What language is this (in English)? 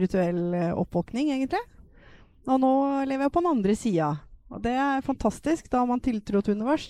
Norwegian